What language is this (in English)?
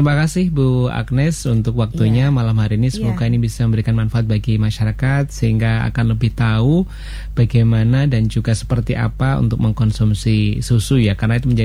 Indonesian